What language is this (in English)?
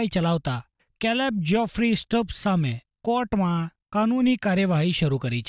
Gujarati